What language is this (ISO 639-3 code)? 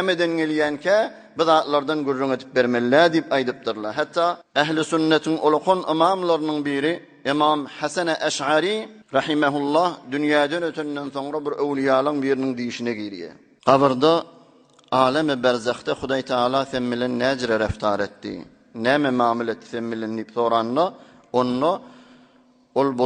tuk